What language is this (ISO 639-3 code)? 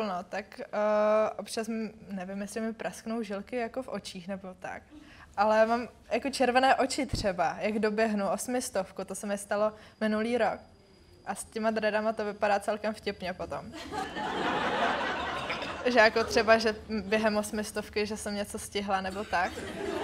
ces